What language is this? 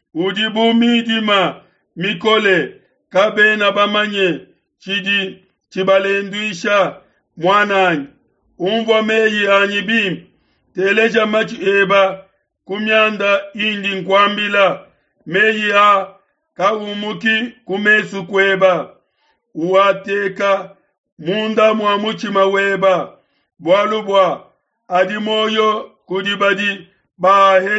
Luba-Lulua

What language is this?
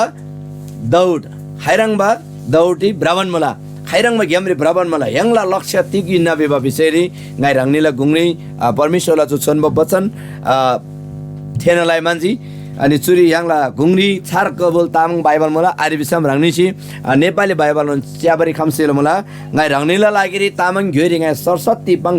Eastern Tamang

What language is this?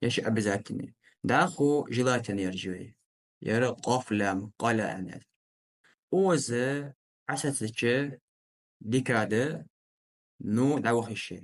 Ingush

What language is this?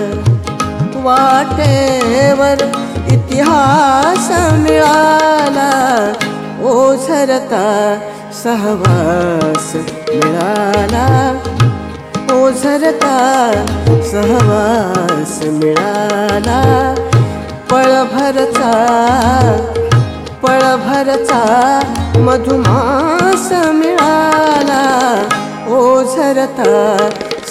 Marathi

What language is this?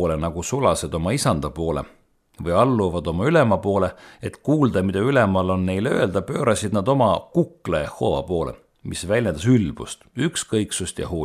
Estonian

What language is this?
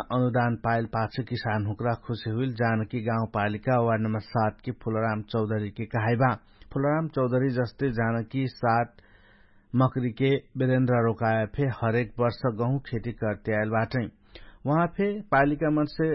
Dangaura Tharu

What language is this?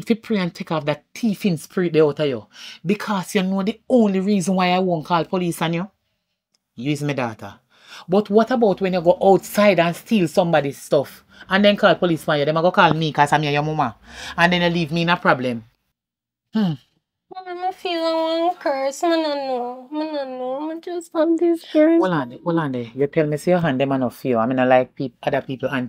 Jamaican Creole English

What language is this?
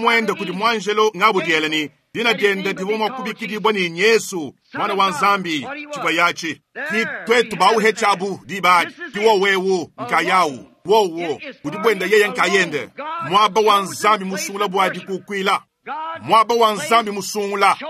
Luba-Lulua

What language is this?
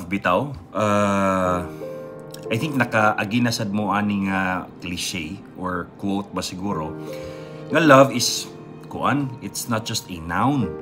Cebuano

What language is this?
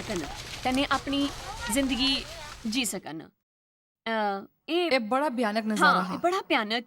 Dogri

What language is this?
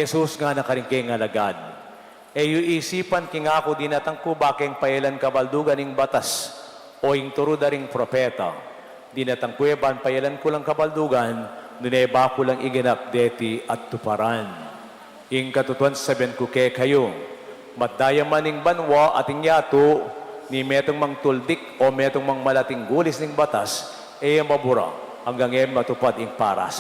Pampanga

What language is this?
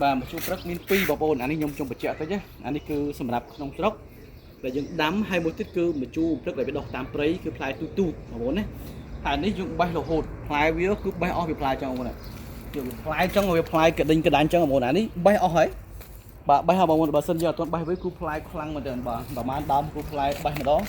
Khmer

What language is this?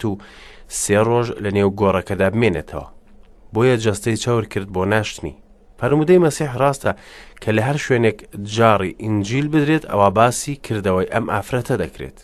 Central Kurdish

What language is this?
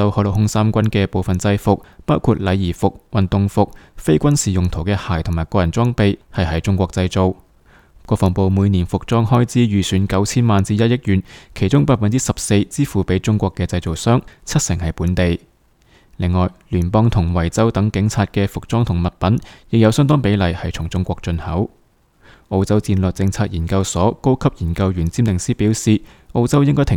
Cantonese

